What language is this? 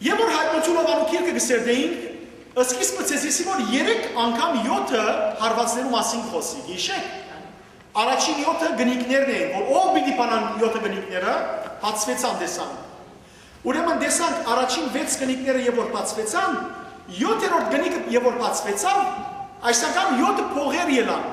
Western Armenian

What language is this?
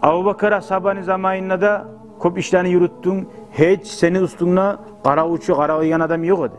Kumyk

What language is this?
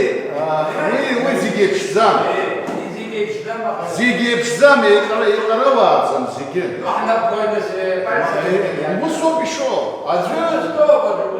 Abkhazian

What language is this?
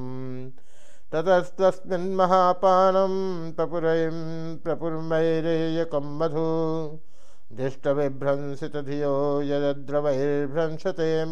Sanskrit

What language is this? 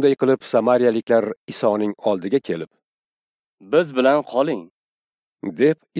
Uzbek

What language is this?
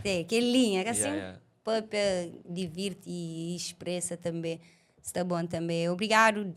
Kabuverdianu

